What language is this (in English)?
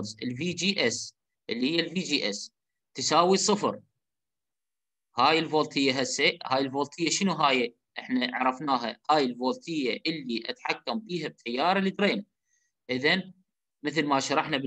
Mesopotamian Arabic